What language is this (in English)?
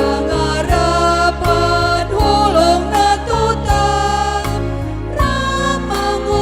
Batak Simalungun